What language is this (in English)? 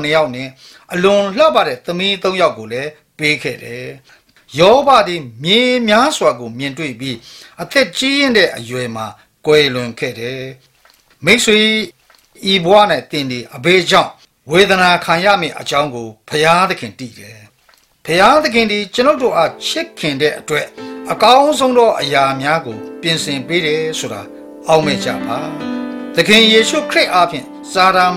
Burmese